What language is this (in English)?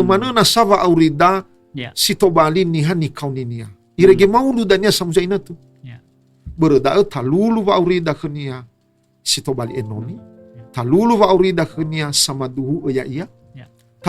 Nias